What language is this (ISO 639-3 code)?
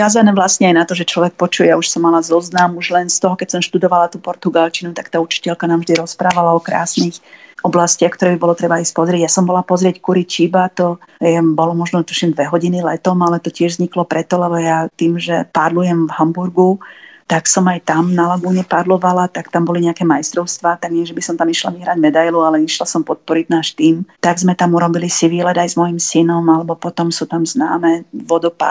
slk